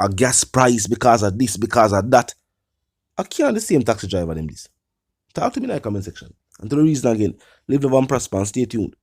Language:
Jamaican Creole English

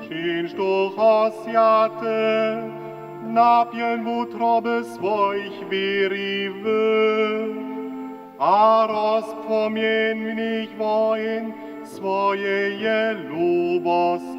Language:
Upper Sorbian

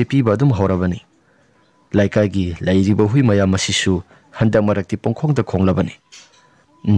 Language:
Manipuri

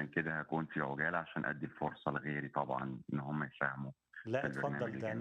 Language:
Egyptian Arabic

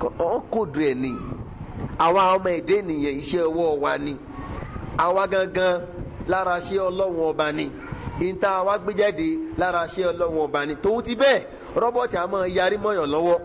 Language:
Yoruba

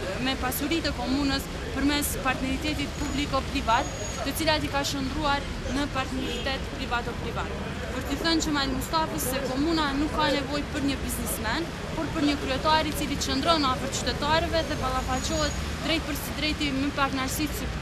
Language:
Albanian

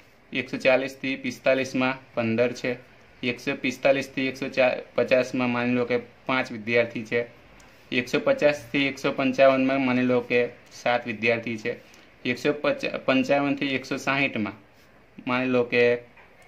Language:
Gujarati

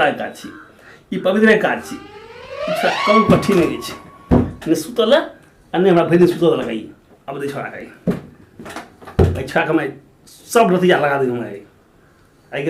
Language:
Maithili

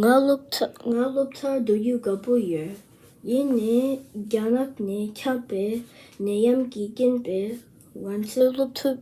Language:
Tibetan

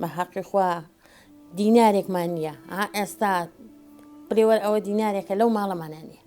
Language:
Central Kurdish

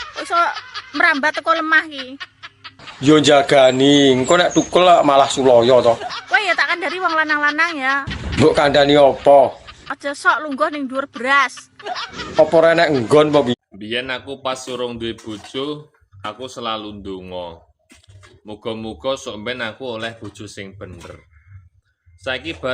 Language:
Javanese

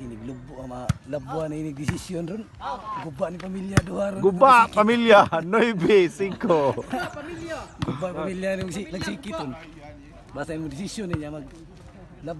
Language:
Cebuano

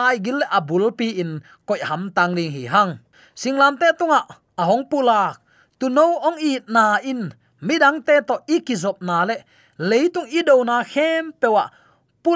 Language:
Tedim Chin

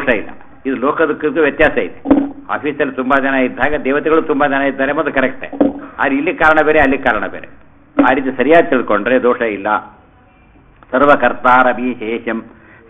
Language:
Kannada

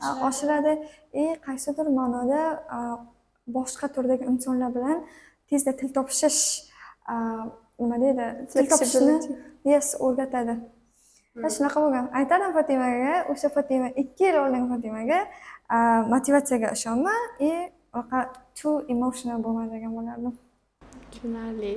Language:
Uzbek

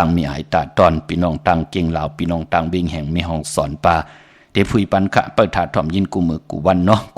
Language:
Shan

